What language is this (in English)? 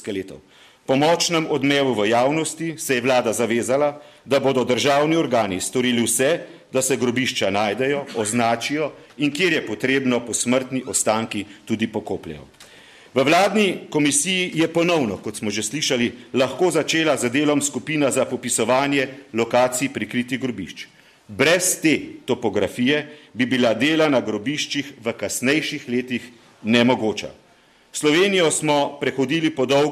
Slovenian